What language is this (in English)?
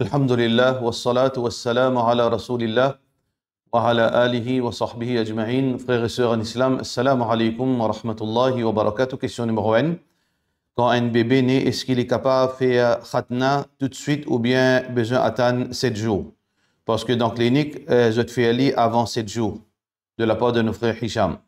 Morisyen